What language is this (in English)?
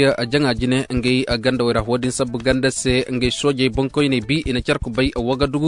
Zarma